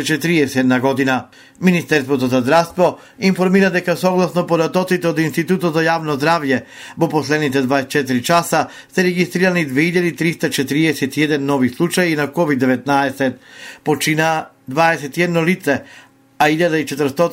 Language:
Macedonian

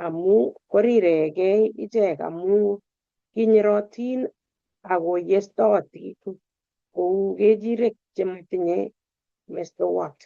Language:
Kalenjin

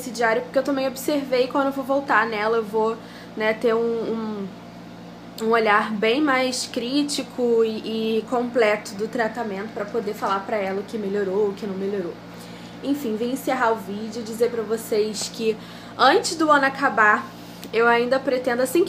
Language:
Portuguese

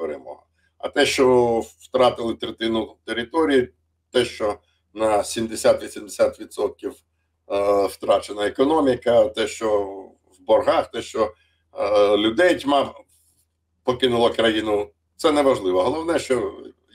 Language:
Ukrainian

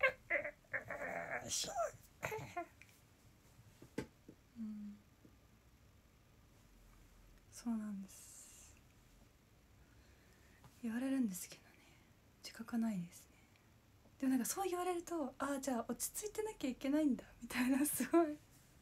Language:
Japanese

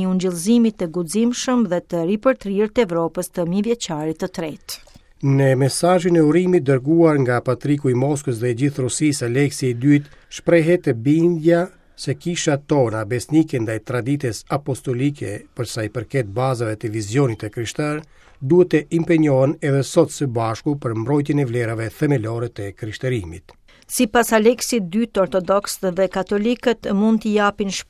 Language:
Albanian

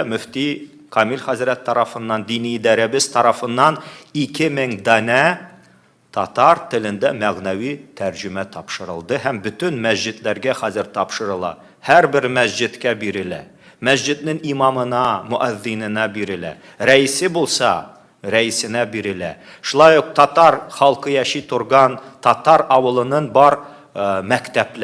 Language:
Tatar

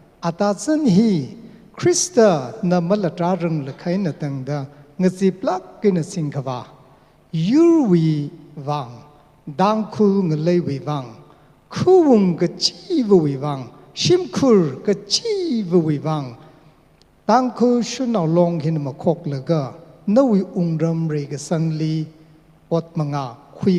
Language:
Tangkhul Naga (India)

